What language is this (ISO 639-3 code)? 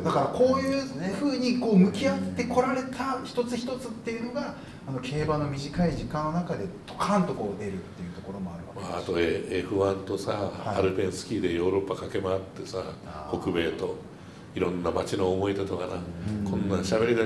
jpn